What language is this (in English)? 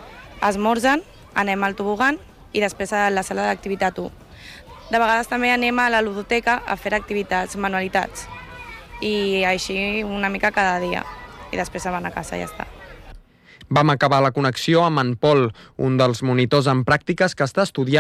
Catalan